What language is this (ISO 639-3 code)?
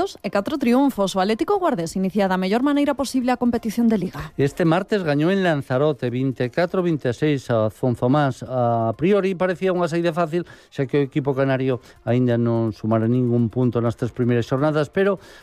glg